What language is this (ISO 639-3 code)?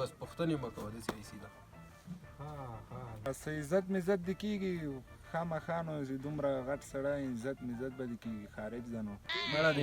pus